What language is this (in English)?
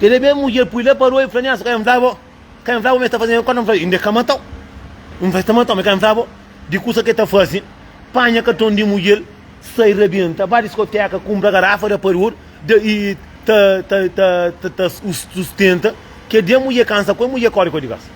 Kabuverdianu